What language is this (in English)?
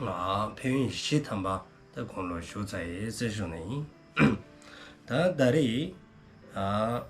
Dzongkha